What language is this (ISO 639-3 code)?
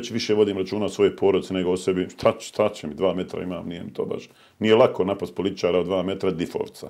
bos